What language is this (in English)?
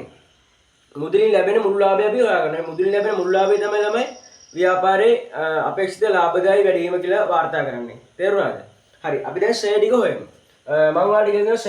Sinhala